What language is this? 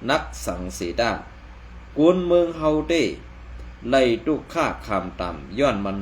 Shan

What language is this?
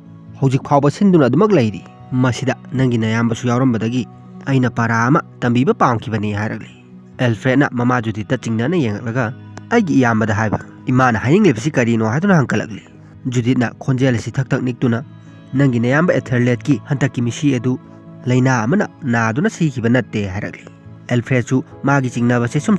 Manipuri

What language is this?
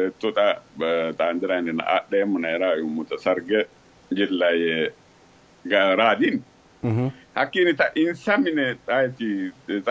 Sidamo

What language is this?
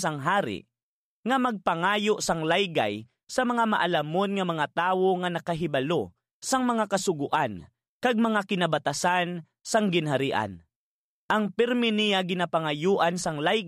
Hiligaynon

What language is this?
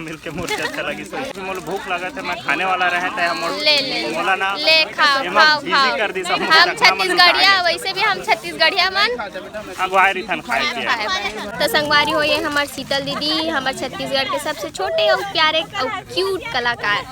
Chhattisgarhi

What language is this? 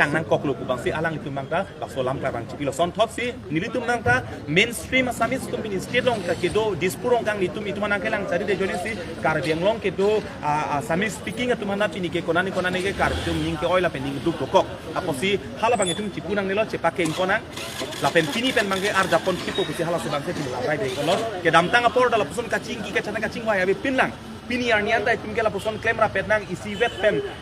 Karbi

